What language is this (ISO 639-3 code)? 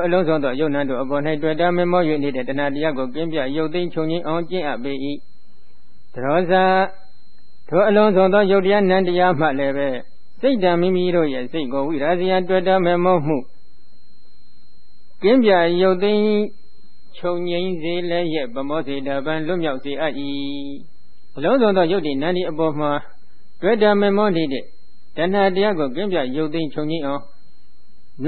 mya